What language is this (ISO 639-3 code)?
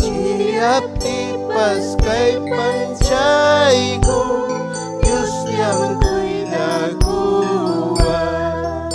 quy